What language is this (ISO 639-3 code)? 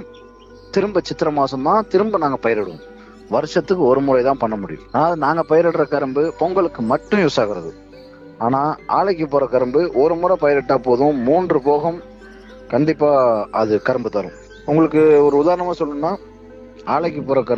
tam